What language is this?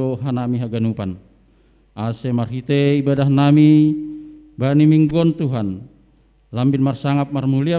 Batak Simalungun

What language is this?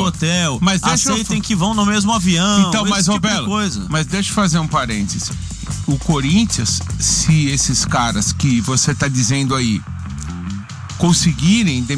Portuguese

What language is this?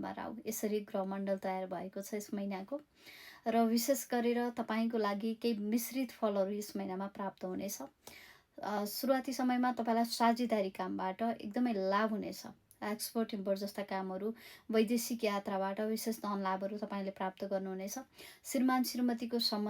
Nepali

